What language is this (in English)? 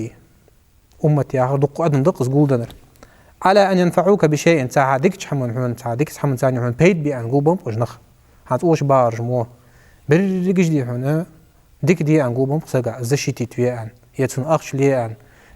Ingush